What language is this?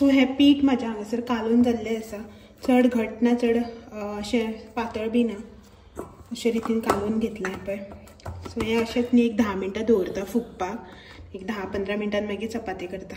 Konkani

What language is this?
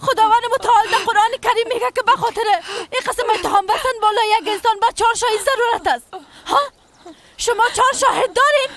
Persian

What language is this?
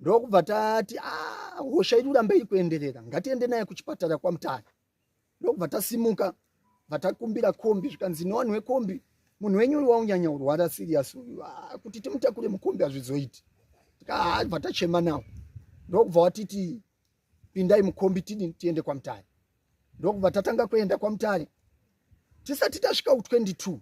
Shona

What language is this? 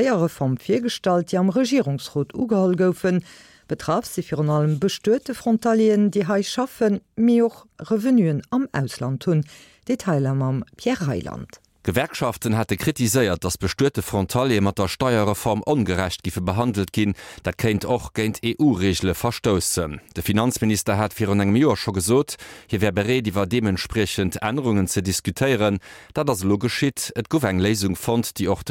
Luxembourgish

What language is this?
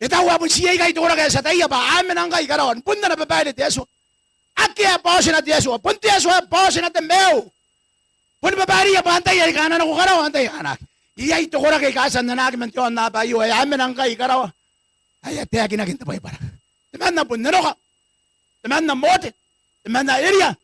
Gilbertese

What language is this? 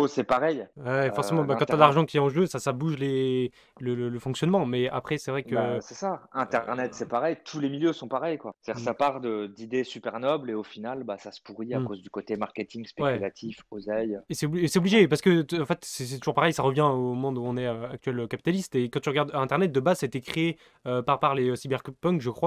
French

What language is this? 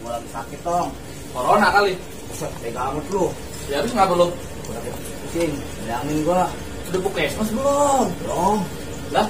Betawi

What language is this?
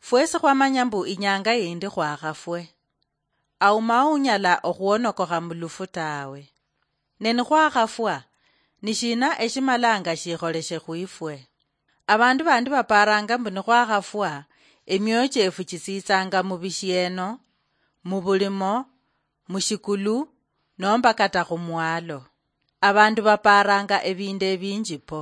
Luyia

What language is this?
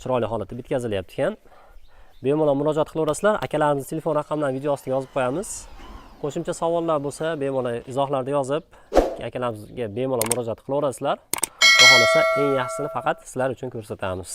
Uzbek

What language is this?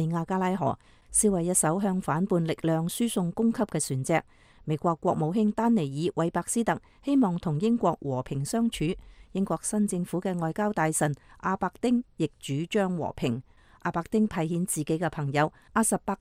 Cantonese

